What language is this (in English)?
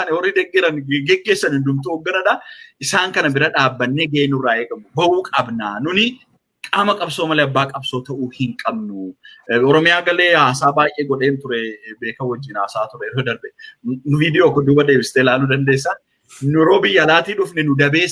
Oromo